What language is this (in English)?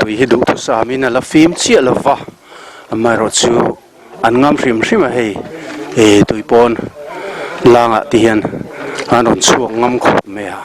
Mizo